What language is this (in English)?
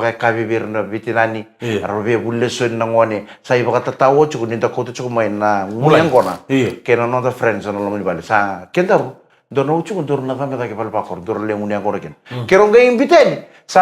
Fijian